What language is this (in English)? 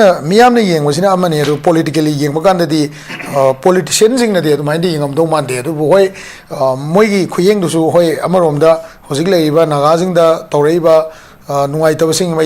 Manipuri